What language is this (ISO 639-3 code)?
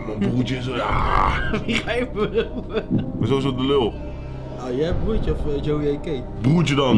nld